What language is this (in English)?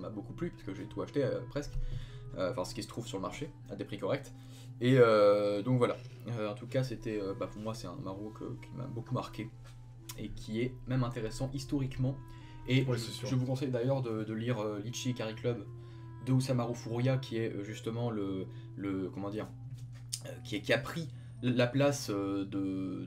French